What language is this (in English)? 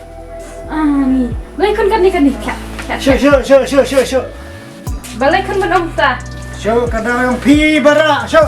Khasi